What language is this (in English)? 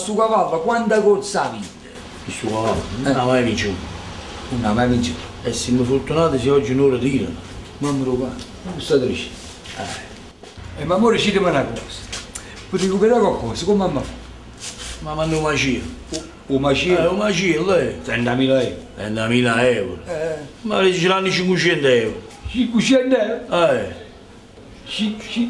Neapolitan